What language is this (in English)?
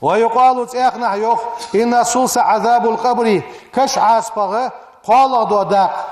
Ingush